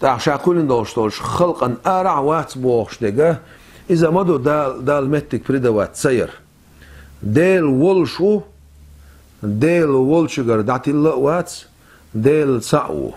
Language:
Chechen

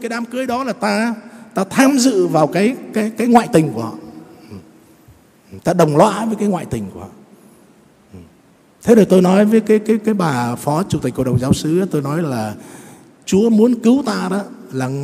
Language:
Vietnamese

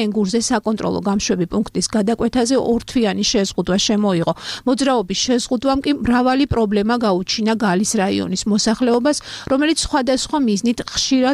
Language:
Georgian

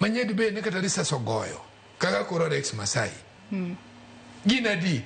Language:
Luo (Kenya and Tanzania)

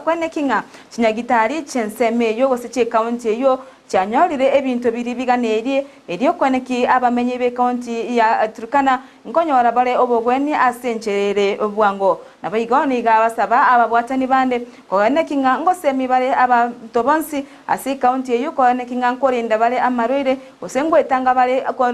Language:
Gusii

